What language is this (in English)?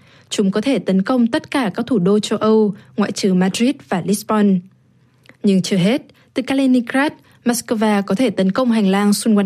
Vietnamese